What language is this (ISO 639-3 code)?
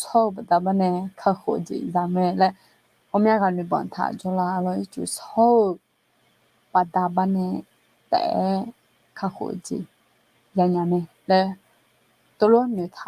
ahk